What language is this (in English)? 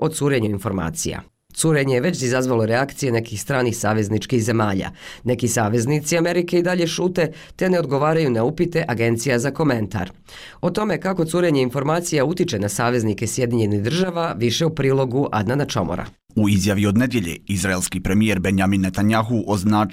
Bosnian